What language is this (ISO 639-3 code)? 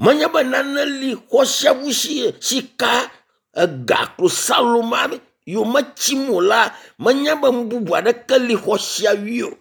ewe